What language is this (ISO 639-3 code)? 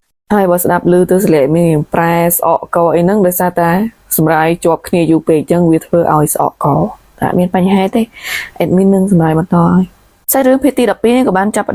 khm